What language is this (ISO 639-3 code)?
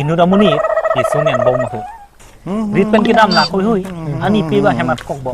mjw